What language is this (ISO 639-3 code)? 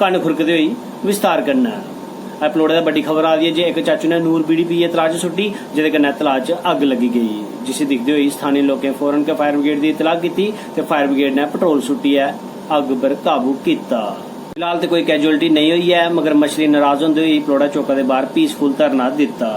doi